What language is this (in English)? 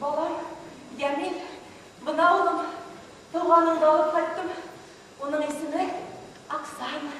Bashkir